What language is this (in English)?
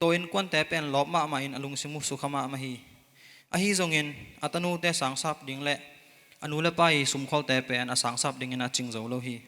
Tedim Chin